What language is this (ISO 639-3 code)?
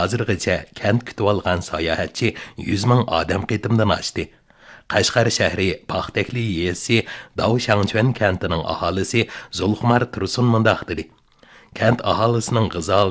uig